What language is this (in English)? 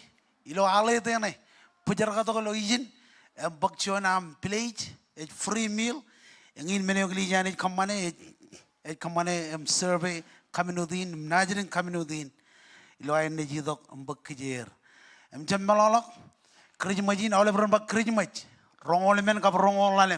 Marshallese